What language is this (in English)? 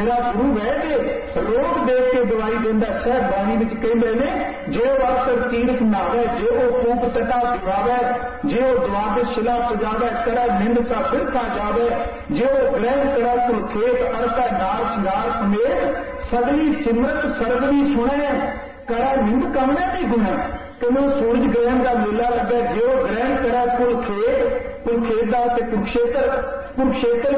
Punjabi